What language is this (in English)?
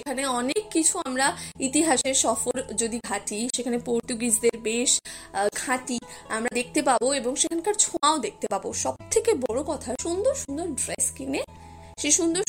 Bangla